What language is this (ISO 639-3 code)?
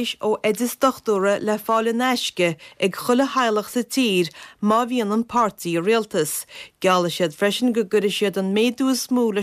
gle